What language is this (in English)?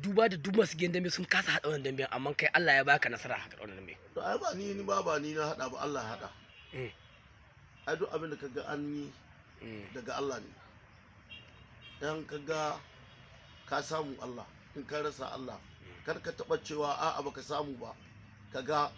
Hausa